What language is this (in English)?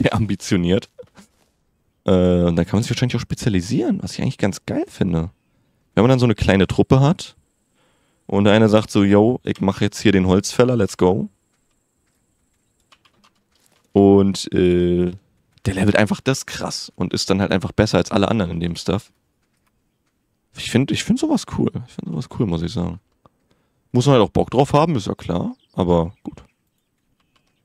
German